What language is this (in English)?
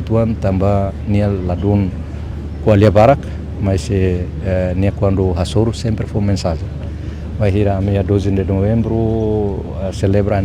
Tetum